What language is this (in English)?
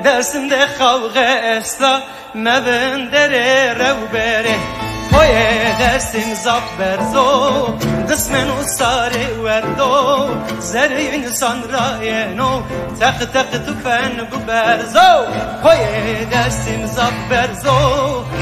Zaza